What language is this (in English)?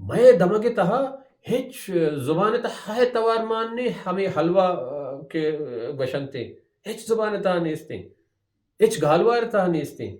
Baluchi